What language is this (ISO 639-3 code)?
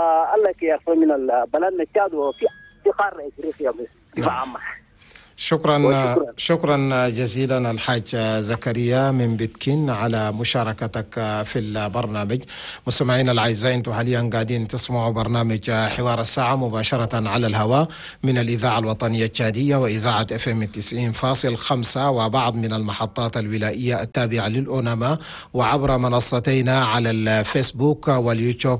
shu